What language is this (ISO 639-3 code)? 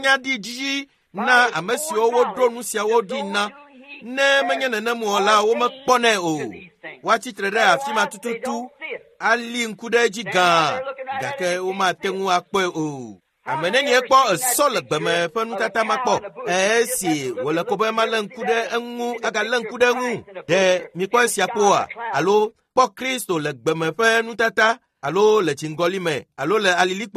ewe